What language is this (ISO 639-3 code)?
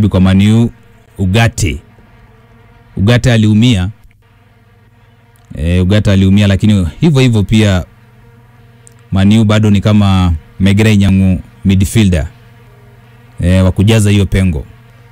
swa